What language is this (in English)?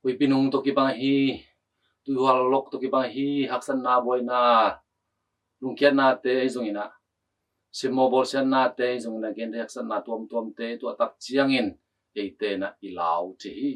Tedim Chin